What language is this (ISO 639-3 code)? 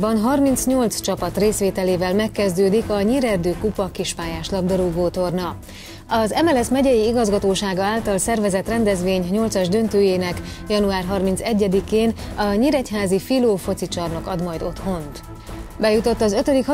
hun